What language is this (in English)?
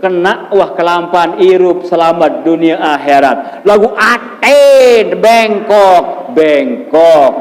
Sasak